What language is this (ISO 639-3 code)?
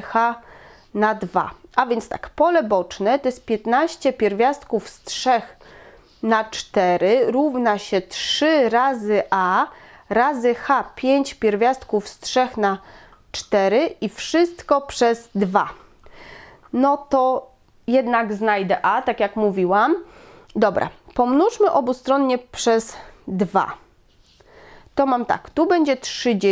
pol